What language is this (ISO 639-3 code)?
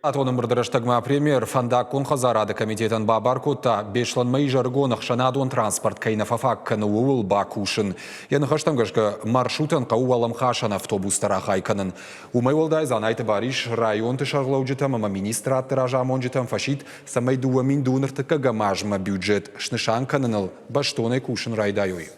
oss